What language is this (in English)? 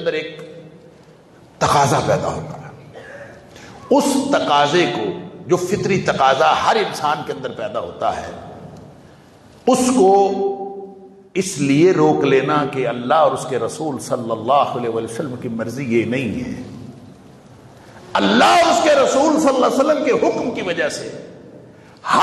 Urdu